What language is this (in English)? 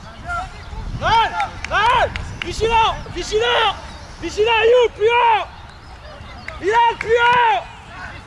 French